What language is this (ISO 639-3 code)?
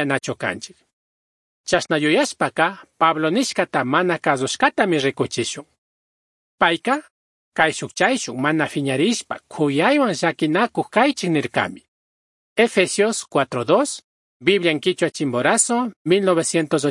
qug